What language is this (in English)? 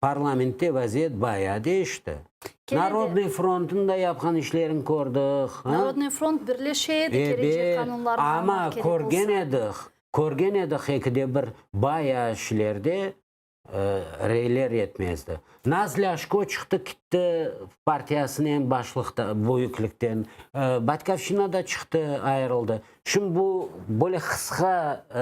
Crimean Tatar